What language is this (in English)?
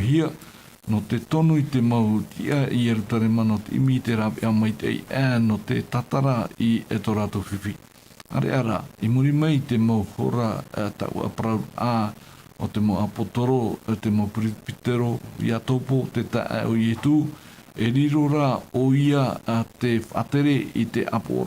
Tahitian